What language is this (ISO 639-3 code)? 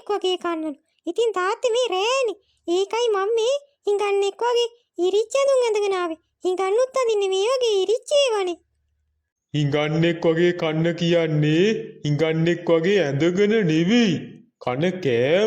sin